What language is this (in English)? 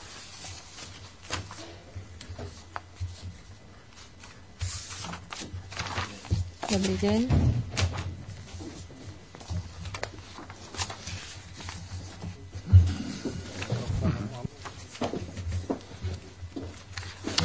Slovak